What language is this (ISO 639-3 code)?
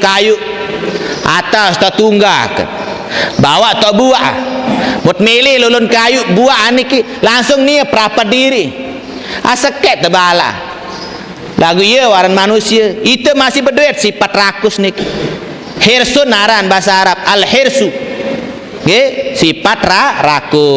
sas